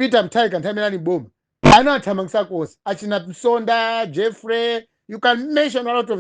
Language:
Nyanja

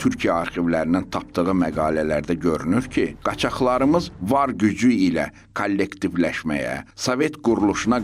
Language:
Azerbaijani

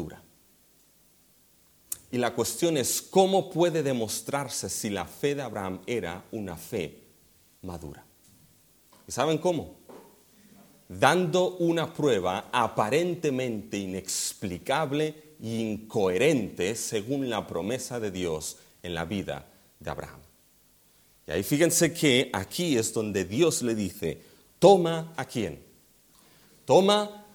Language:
Spanish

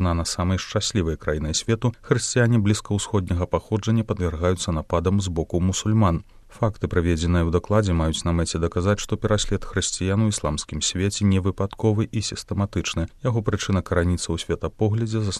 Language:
Belarusian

